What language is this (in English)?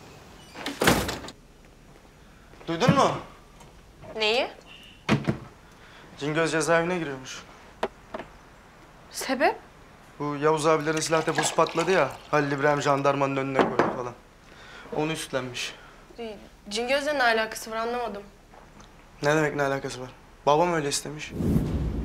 Turkish